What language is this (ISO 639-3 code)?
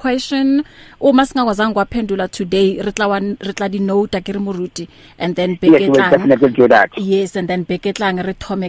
eng